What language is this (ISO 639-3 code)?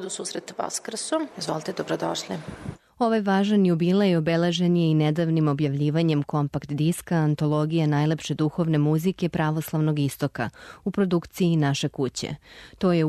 srp